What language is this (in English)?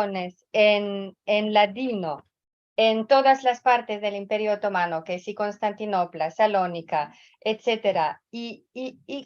Ladino